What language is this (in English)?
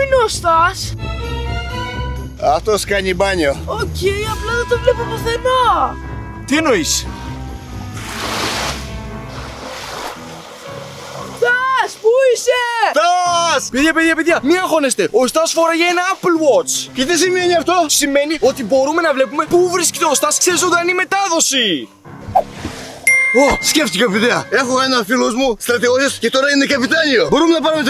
Greek